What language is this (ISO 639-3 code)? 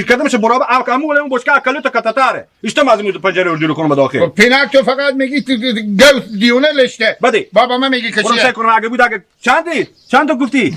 haz